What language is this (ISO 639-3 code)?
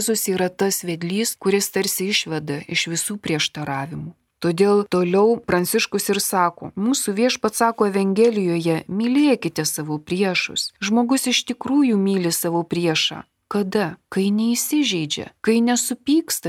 lit